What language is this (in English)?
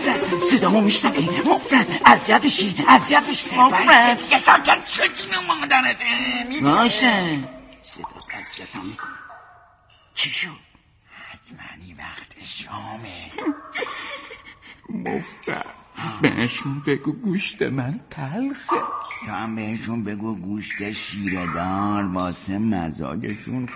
Persian